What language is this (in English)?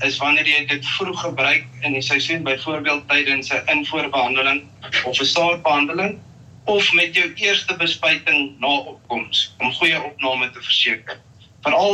Afrikaans